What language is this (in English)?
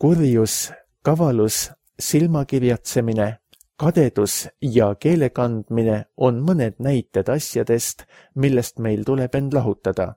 Estonian